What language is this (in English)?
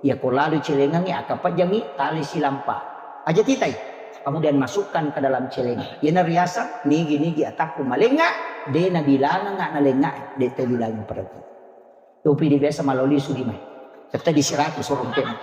Buginese